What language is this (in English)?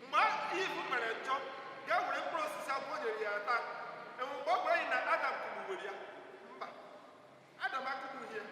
Igbo